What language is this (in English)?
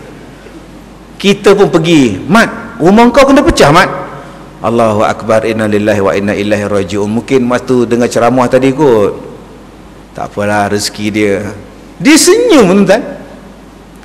Malay